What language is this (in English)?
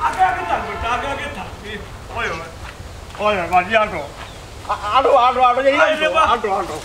Sylheti